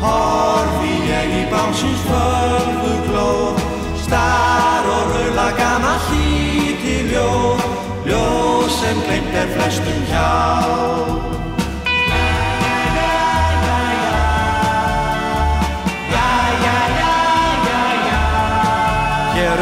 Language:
Icelandic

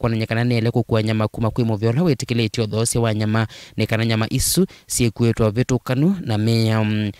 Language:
Kamba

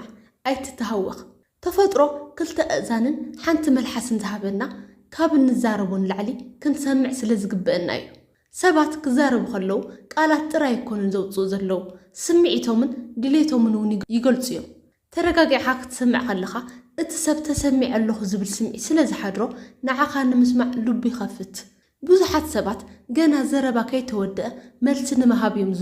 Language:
Tigrinya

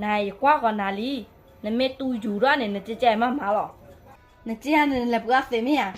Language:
S'gaw Karen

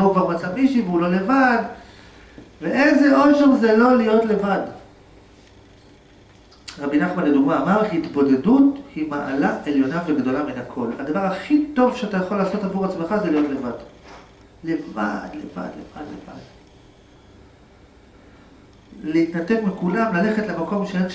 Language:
Hebrew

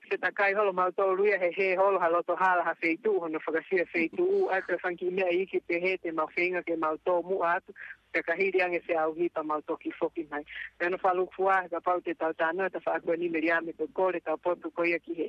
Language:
Tongan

